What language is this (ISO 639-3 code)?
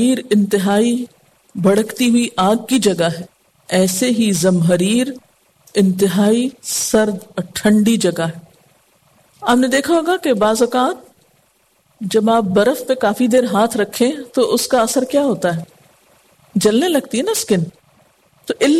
urd